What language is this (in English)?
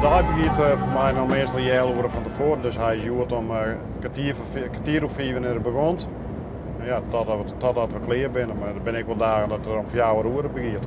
Western Frisian